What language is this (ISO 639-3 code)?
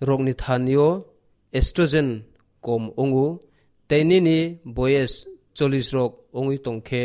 trp